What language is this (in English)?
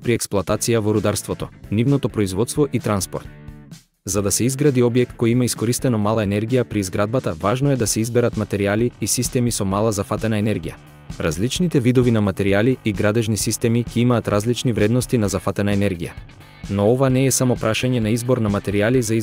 Macedonian